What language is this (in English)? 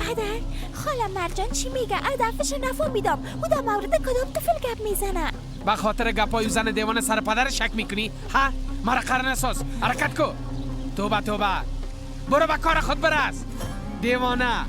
Persian